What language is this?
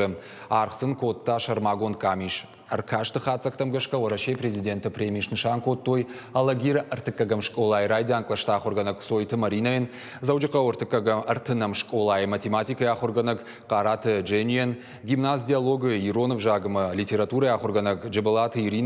Ossetic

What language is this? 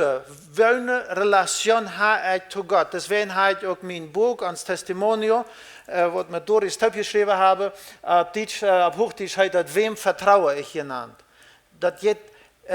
Plautdietsch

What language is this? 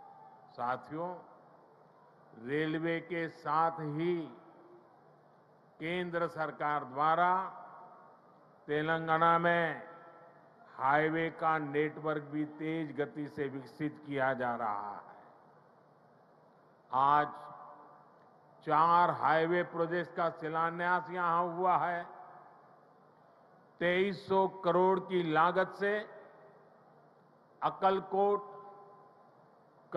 Hindi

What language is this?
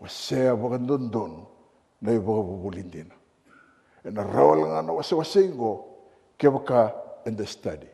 Fijian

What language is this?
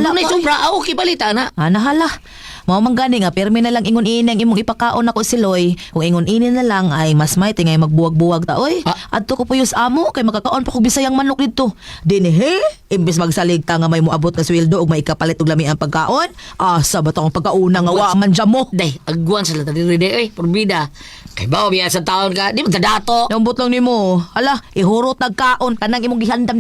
Cebuano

